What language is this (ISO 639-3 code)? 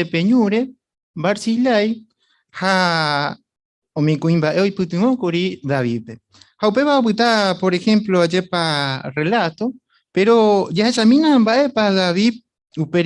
grn